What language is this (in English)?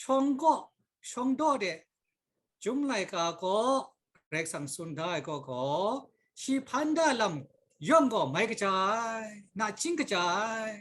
Kachin